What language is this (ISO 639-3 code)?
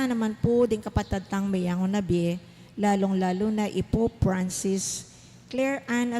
pam